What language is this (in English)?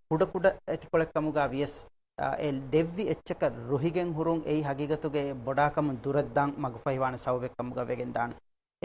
Divehi